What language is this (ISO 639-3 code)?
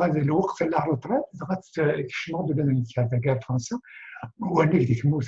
kab